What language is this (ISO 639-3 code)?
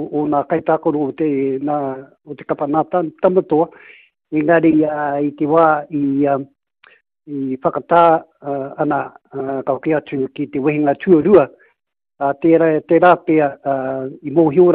mri